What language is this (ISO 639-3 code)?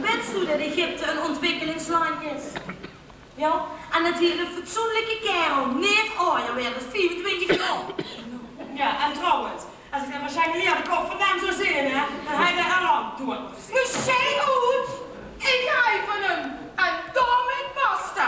lim